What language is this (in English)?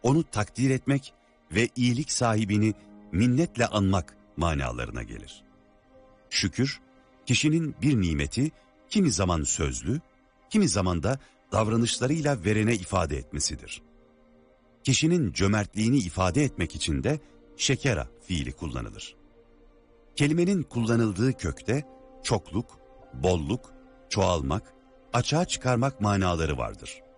Turkish